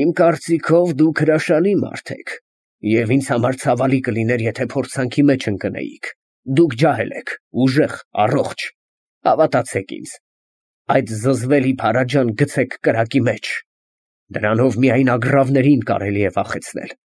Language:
Armenian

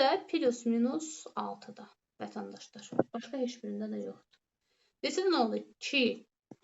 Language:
Azerbaijani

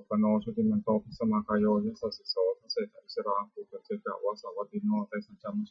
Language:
Pali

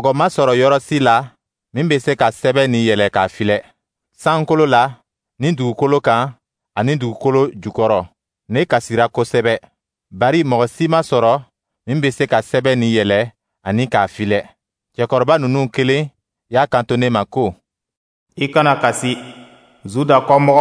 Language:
Dyula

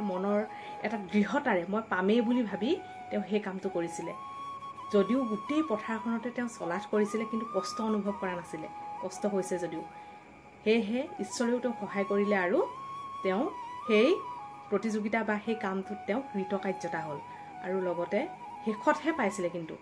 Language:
Assamese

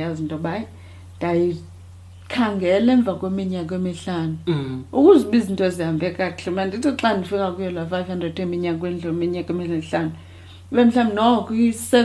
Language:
Xhosa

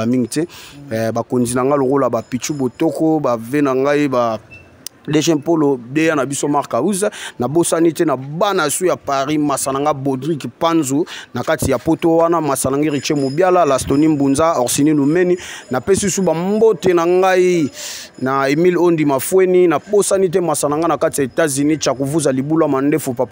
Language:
Lingala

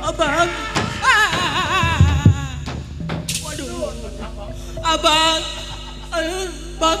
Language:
Betawi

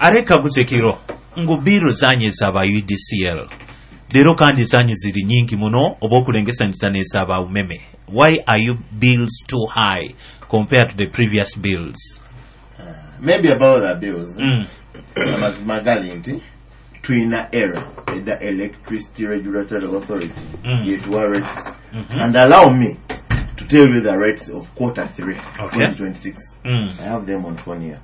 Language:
Nyoro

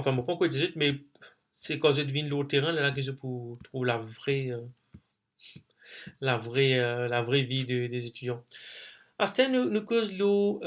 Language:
Morisyen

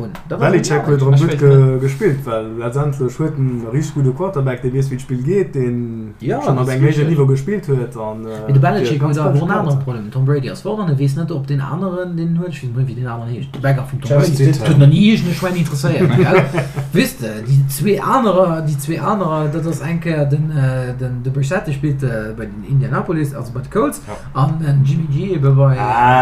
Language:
Luxembourgish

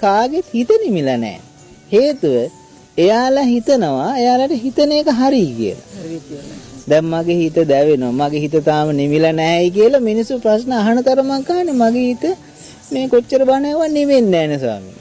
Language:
Sinhala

